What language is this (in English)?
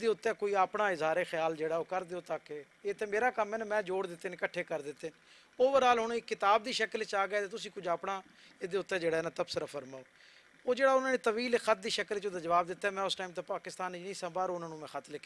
Western Panjabi